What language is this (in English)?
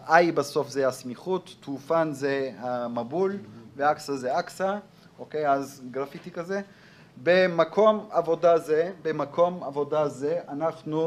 Hebrew